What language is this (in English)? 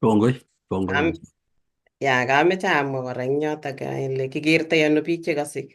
Kalenjin